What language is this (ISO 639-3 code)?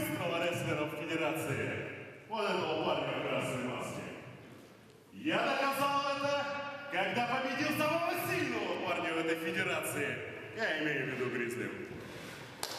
rus